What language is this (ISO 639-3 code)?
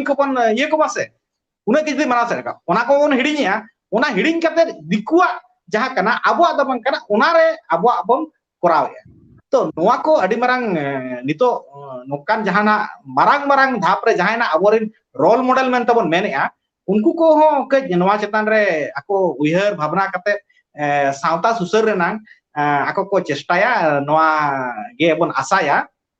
sat